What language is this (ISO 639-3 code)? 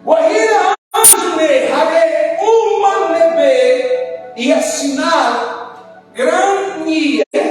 tet